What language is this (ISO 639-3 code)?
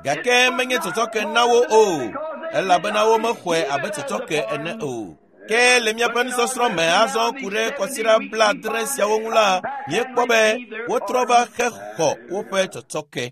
ewe